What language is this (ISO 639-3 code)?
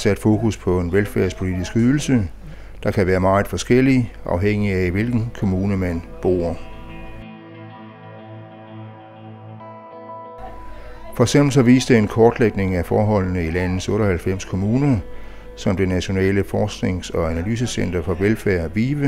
dan